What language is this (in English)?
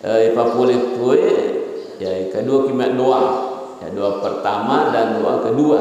Buginese